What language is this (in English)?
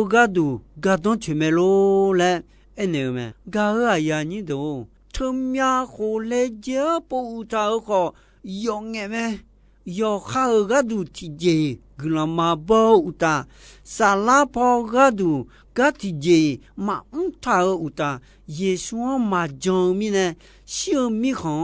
Akha